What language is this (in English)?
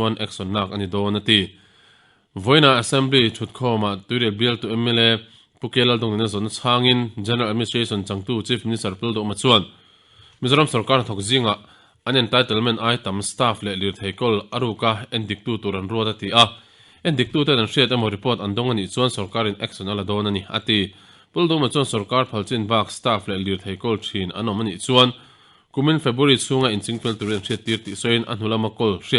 Mizo